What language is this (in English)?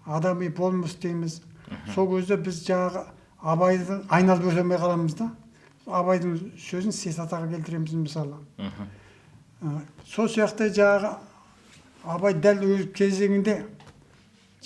Kazakh